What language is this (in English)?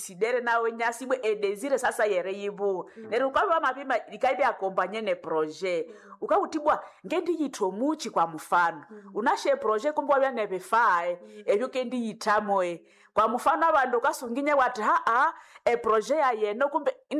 Nande